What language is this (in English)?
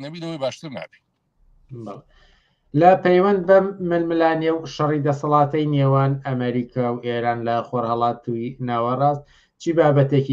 Central Kurdish